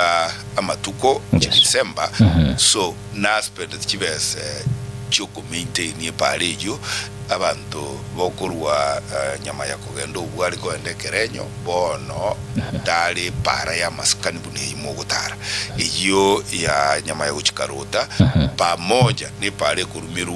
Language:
Gusii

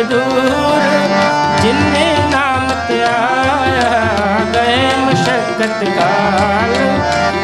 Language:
Punjabi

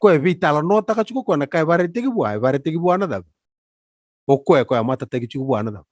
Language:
Fijian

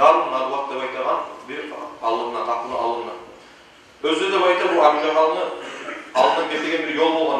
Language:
Kumyk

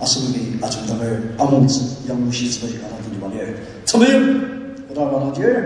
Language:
Ao Naga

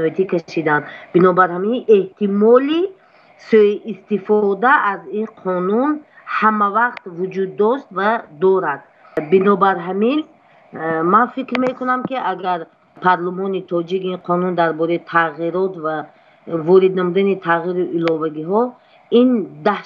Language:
Tajik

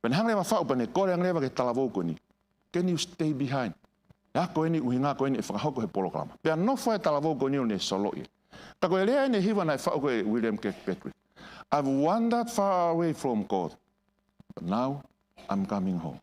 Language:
Tongan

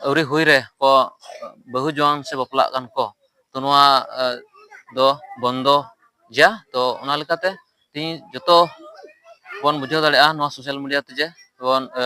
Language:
Santali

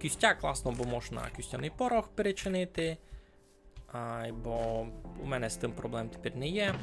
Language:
Rusyn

